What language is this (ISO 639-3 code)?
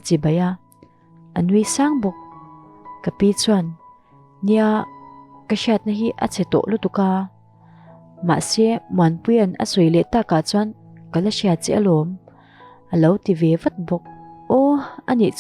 lus